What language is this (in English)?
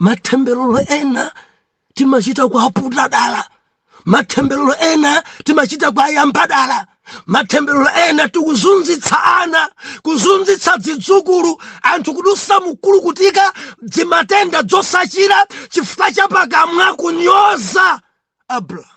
Nyanja